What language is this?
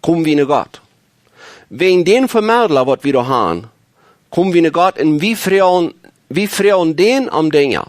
Plautdietsch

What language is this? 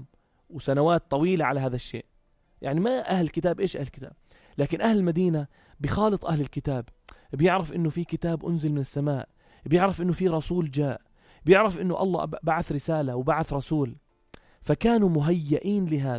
North Levantine Arabic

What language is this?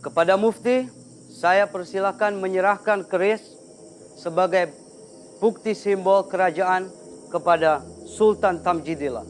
Banjar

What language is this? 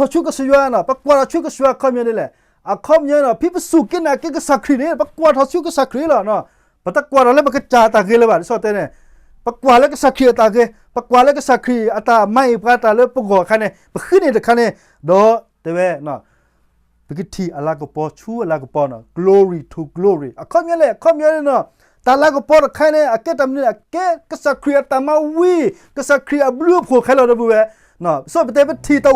S'gaw Karen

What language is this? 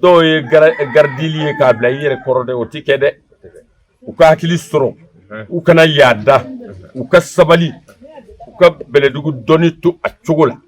Bambara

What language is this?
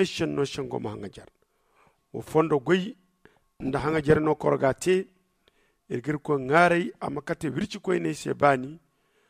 Zarma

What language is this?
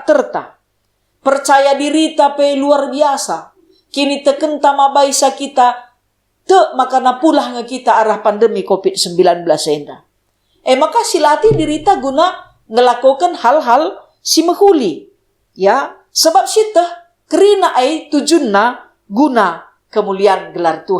Batak Karo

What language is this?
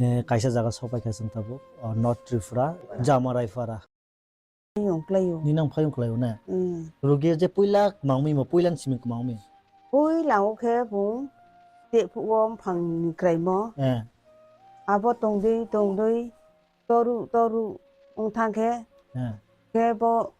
Kok Borok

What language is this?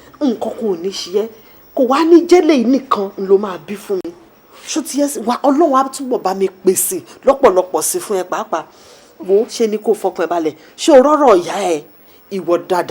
Yoruba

